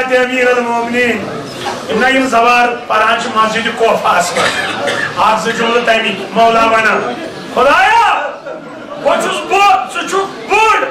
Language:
Kashmiri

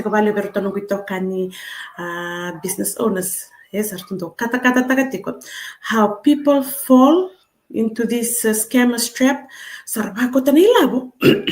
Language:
Fijian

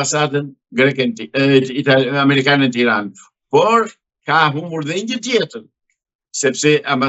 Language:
Albanian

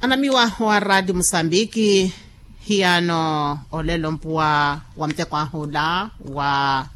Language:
Makhuwa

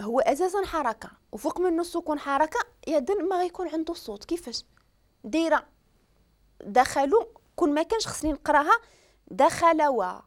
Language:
Moroccan Arabic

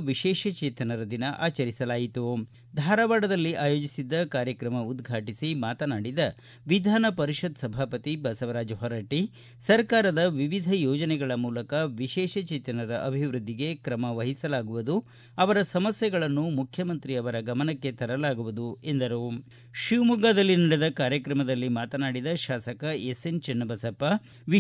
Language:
Kannada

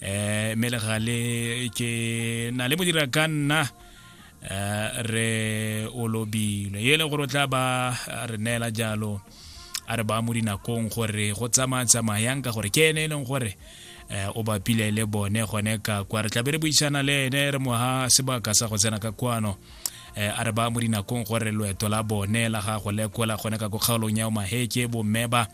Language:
Tswana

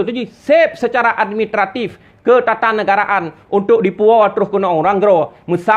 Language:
Achinese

